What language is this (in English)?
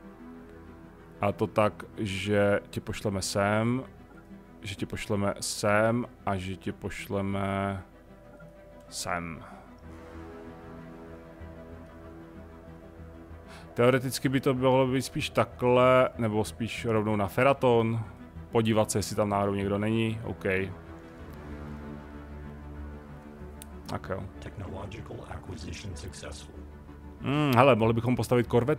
Czech